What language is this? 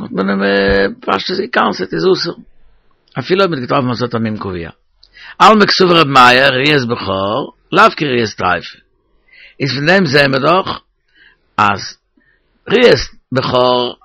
Yiddish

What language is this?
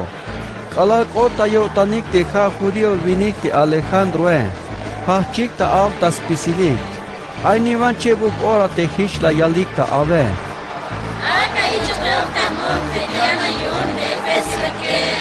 Tzeltal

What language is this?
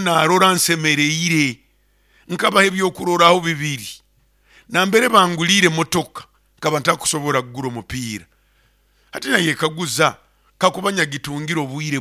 Nyoro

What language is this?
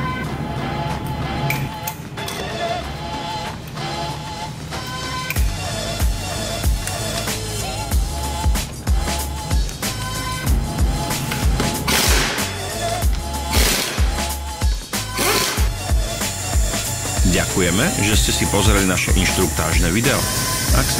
Slovak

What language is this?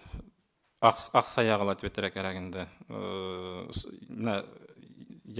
Bashkir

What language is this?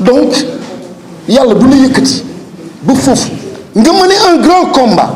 Wolof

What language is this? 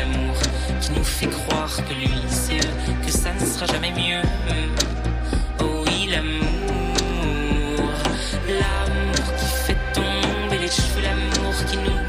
French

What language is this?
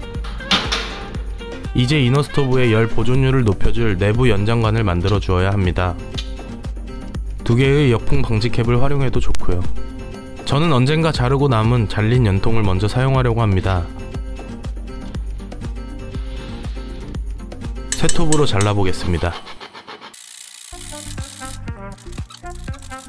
Korean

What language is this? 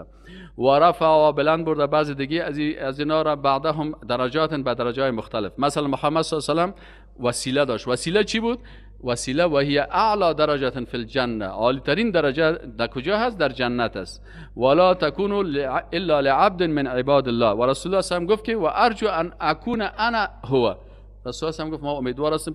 Persian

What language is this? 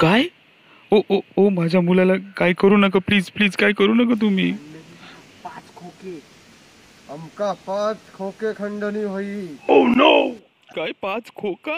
Konkani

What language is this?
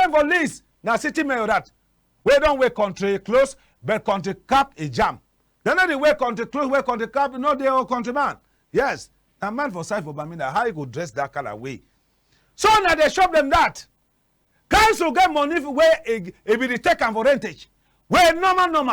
Cameroon Pidgin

